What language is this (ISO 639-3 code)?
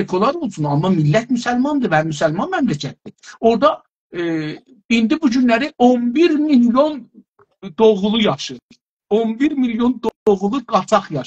azb